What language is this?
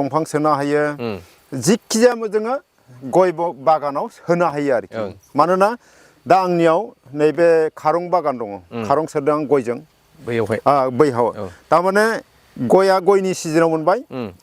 Bodo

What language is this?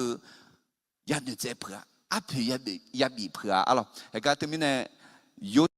Akha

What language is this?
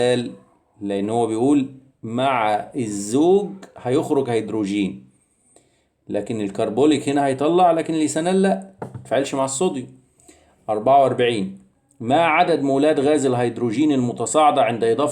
Egyptian Arabic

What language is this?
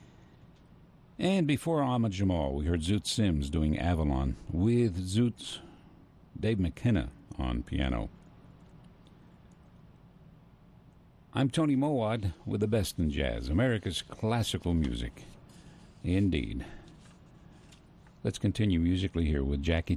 English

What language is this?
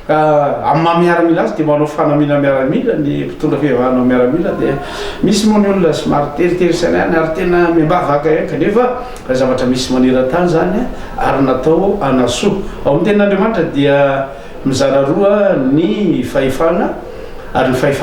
Malagasy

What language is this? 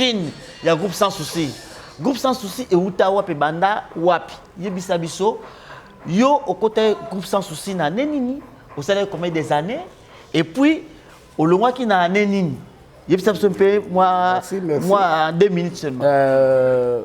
Lingala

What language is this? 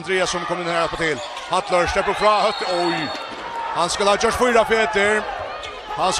Faroese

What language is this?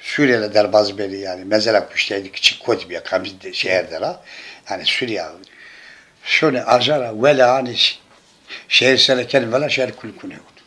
Zaza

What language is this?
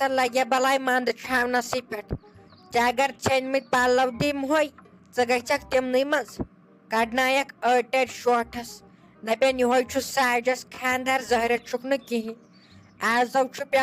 Kashmiri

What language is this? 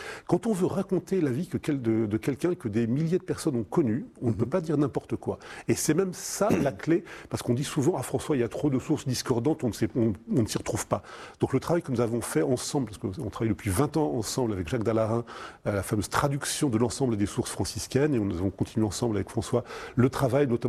French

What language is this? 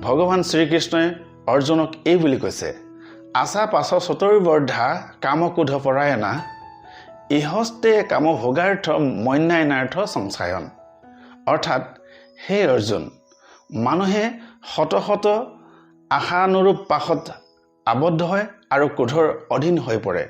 Assamese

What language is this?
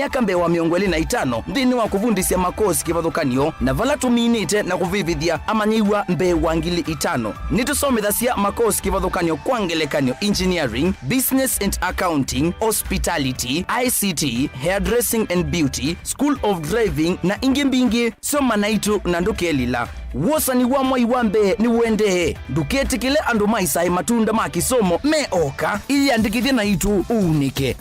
Kamba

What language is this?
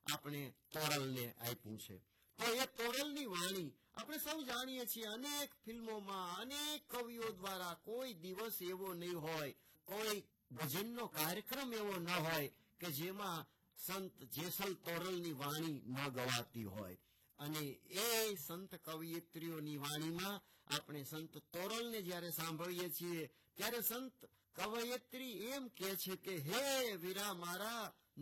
Gujarati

